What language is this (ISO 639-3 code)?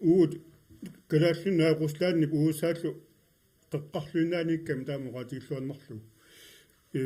kal